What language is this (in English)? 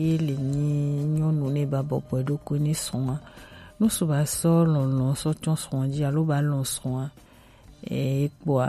Gen